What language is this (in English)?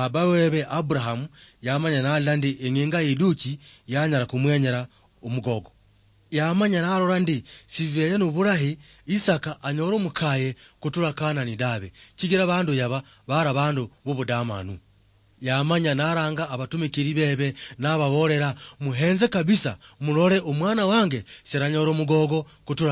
Luyia